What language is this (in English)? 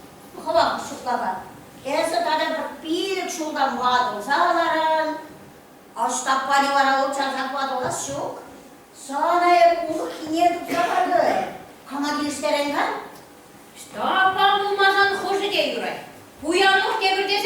Chuvash